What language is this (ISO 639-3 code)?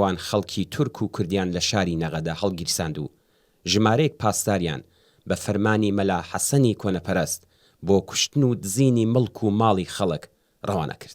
ckb